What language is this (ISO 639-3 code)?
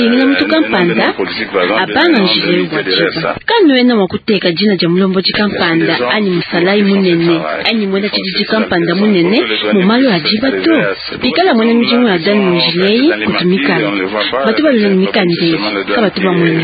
lua